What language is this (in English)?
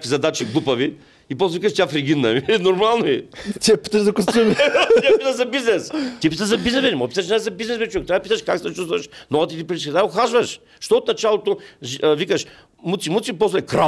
Bulgarian